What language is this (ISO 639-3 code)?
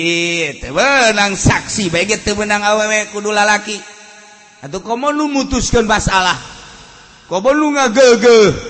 sun